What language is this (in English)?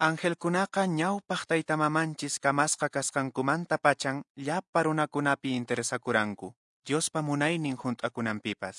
Quechua